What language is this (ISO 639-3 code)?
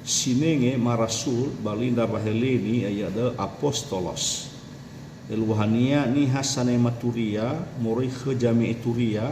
nia